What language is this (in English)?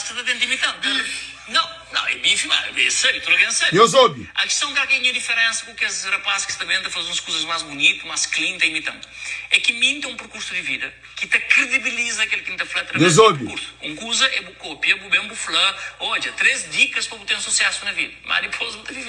Kabuverdianu